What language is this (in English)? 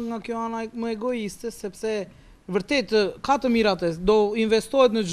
Albanian